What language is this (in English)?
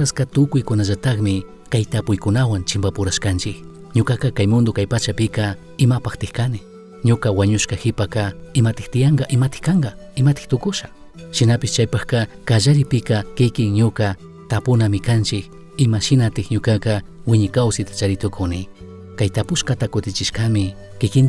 Chimborazo Highland Quichua